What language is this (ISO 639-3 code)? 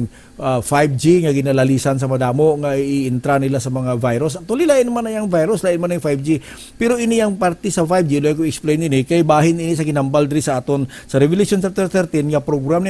hil